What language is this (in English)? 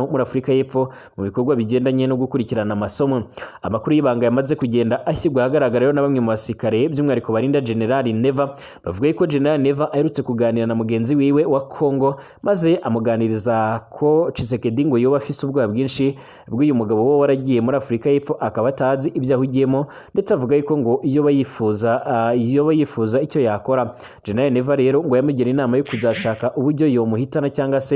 Rundi